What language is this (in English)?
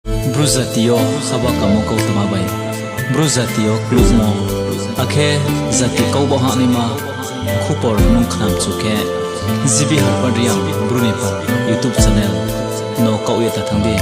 Riang (India)